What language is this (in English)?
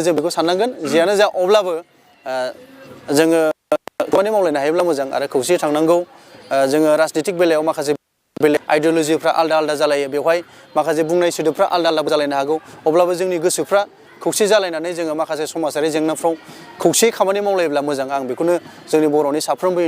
Bodo